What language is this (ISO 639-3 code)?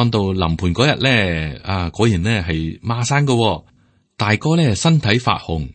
yue